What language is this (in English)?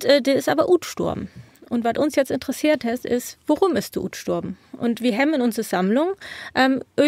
Low German